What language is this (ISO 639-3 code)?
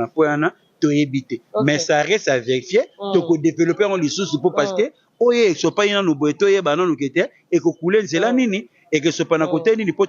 lin